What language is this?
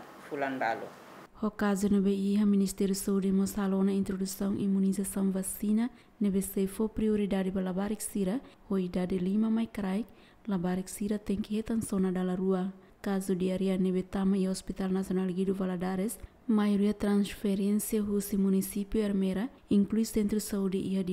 Tetum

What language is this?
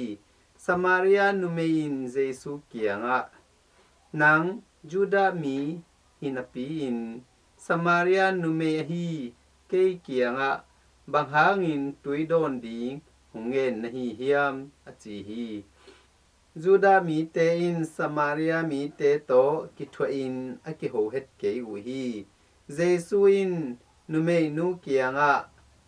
Tedim Chin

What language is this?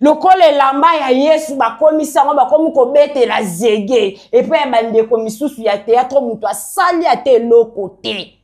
Lingala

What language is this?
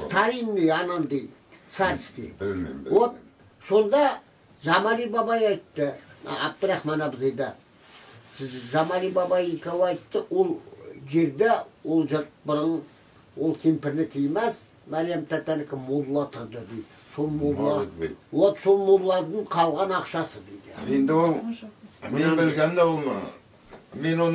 Kazakh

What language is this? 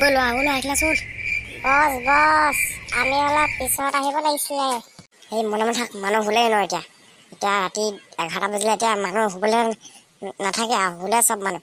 Assamese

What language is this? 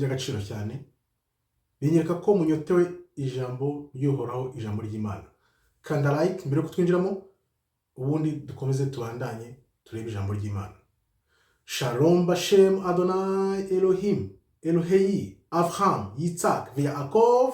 Kinyarwanda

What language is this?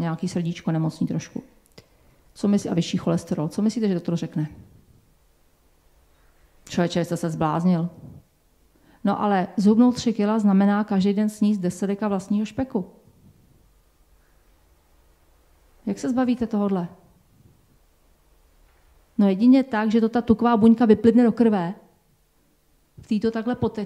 Czech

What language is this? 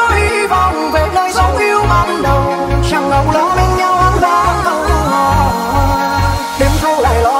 Vietnamese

